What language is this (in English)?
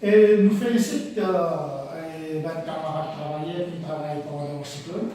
Morisyen